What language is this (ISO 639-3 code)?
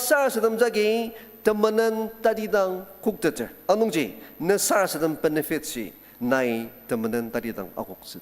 njo